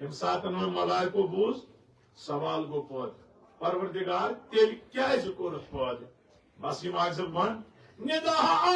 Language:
Kashmiri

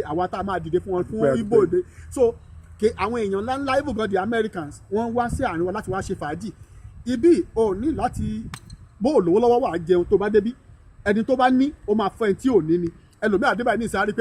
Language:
Yoruba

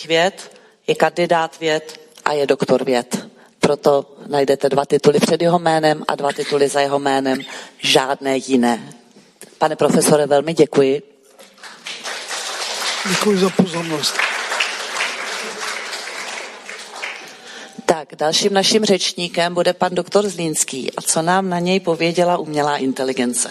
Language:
Czech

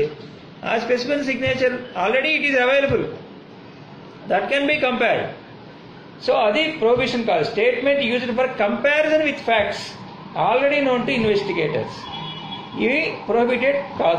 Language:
Telugu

